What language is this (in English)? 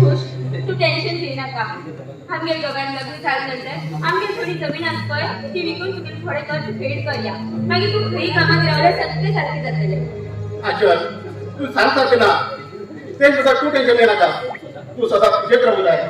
Konkani